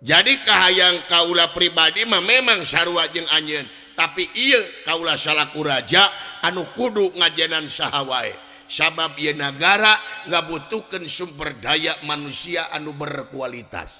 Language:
Sundanese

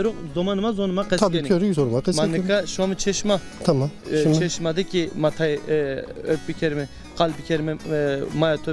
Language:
Zaza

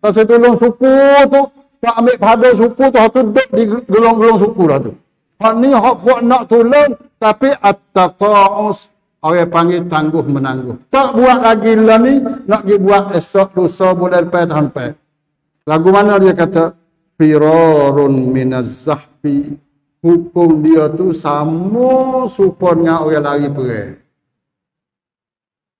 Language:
Malay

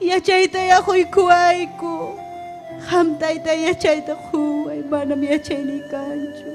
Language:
Ayacucho Quechua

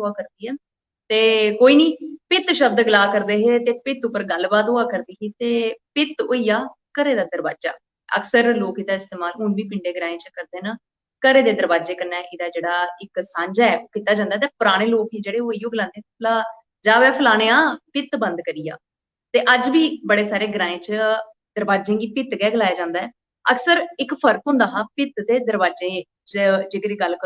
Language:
Dogri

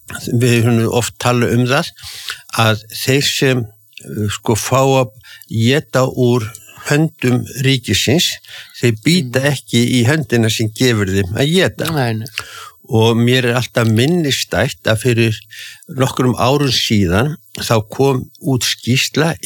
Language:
Icelandic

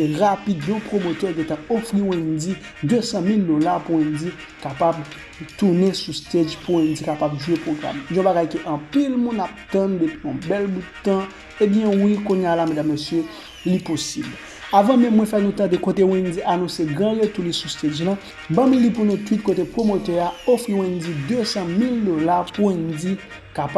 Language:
Haitian Creole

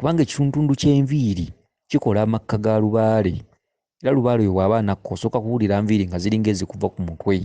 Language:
Ganda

